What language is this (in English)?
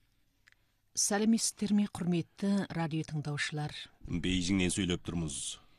Kazakh